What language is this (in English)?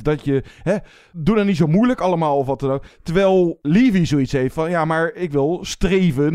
Dutch